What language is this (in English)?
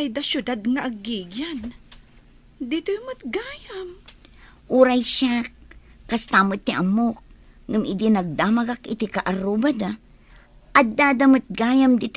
Iloko